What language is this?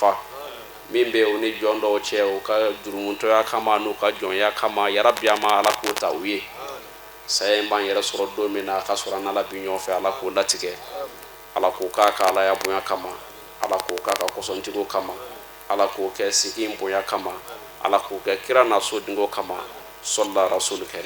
Bambara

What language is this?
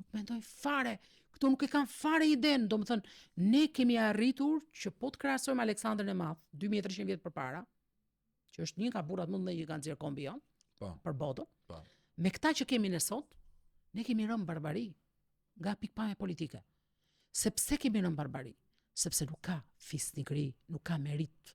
Albanian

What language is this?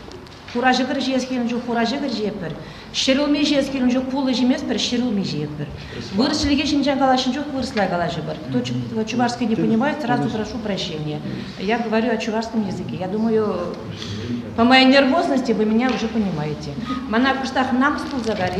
Chuvash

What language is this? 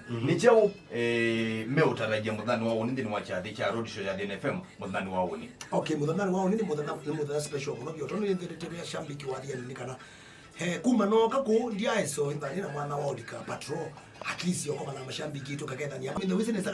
Kamba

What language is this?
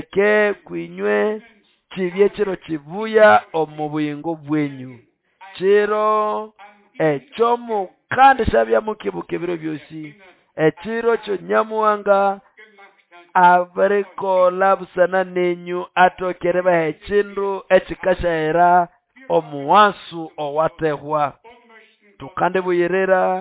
Nande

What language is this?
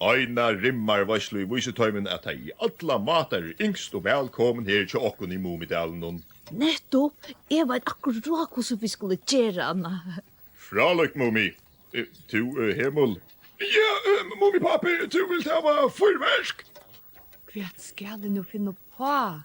Faroese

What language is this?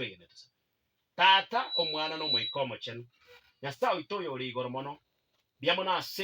Gusii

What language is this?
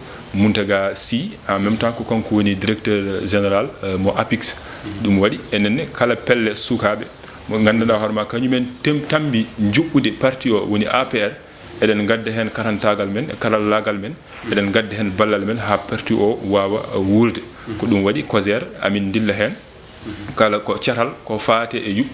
Fula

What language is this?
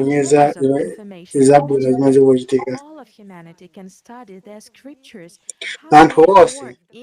Nyanja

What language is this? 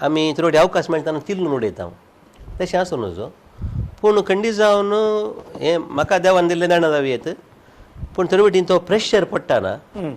Konkani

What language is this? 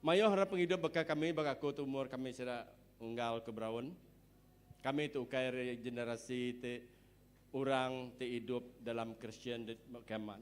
Iban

